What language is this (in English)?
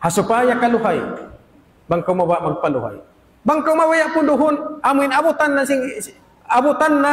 Tausug